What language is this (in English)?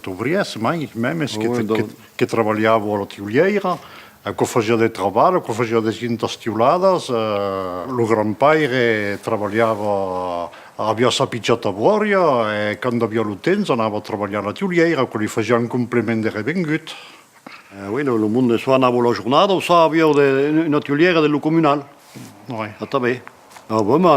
Occitan